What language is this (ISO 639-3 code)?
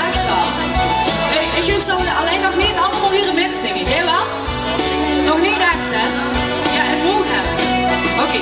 lim